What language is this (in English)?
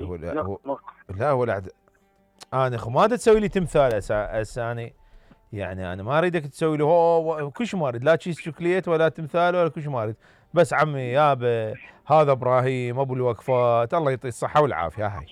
Mesopotamian Arabic